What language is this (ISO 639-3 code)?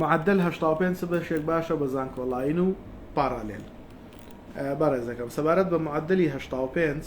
ckb